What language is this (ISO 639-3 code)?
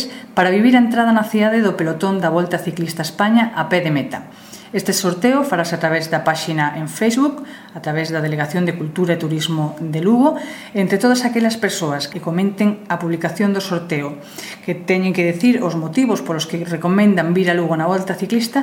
glg